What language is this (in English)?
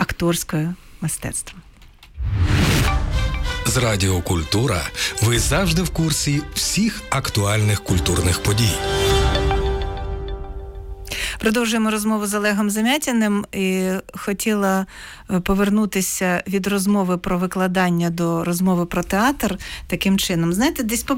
Ukrainian